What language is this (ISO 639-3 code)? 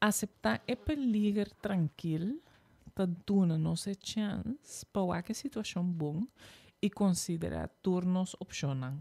pap